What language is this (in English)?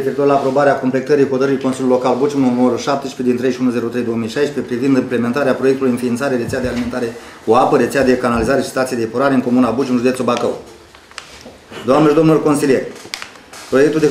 Romanian